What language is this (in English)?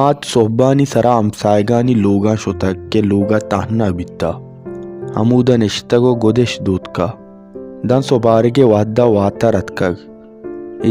Baluchi